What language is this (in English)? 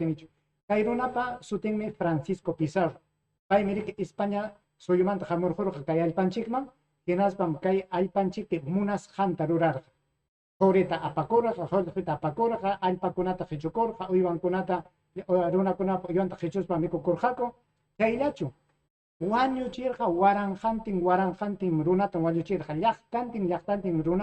Ayacucho Quechua